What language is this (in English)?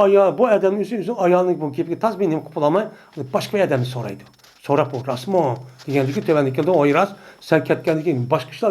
Uyghur